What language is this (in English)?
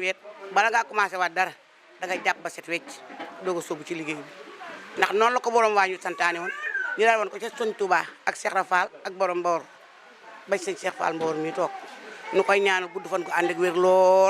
Wolof